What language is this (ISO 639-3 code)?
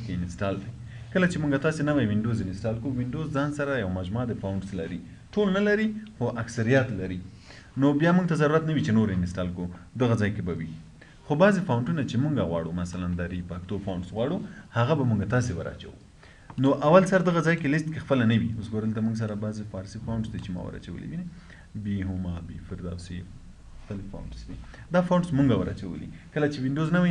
pus